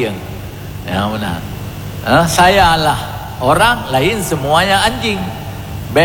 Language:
Achinese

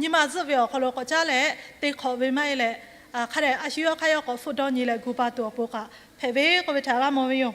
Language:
Lahu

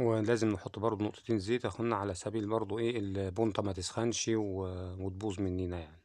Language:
Egyptian Arabic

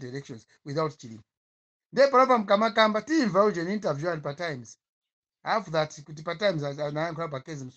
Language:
Nyanja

